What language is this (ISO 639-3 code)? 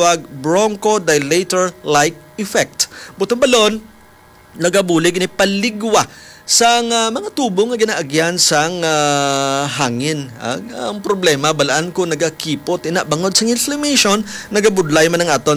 hil